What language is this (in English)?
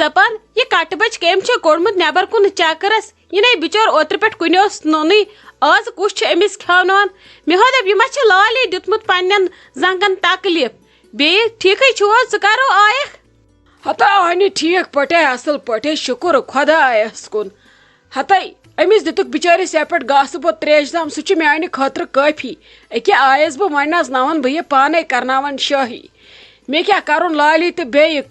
Kashmiri